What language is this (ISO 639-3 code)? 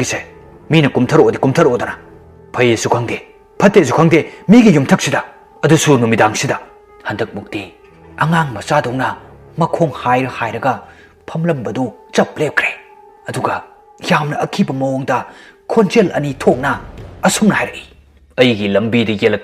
mni